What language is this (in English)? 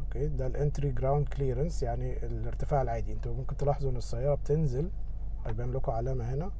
Egyptian Arabic